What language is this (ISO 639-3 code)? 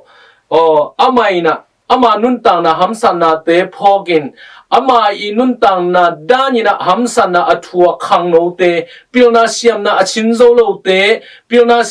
ctd